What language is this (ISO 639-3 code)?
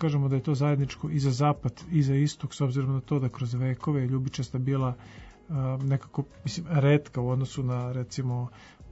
srp